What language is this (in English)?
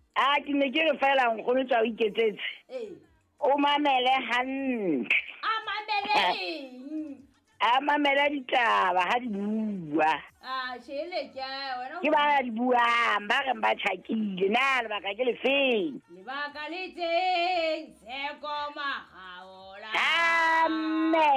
Southern Sotho